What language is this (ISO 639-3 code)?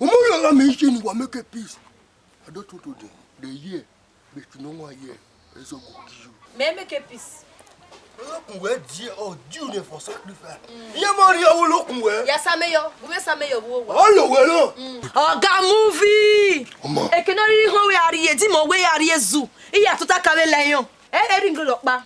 bin